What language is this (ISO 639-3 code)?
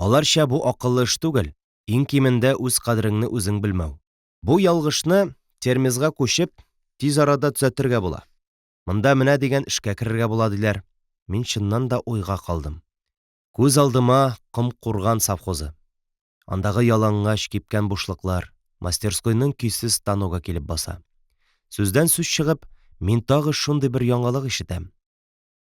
tat